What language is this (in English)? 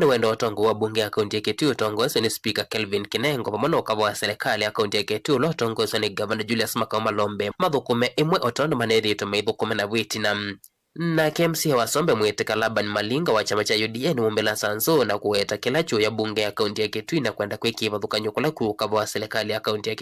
Kamba